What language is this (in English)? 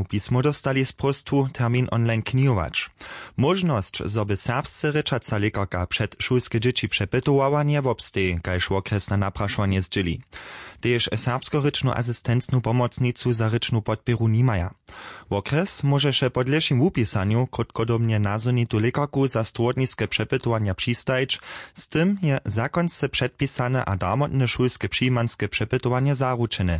Upper Sorbian